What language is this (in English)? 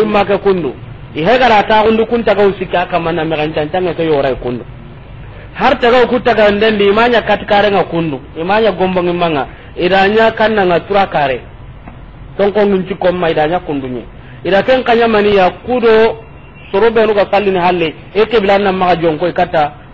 Soninke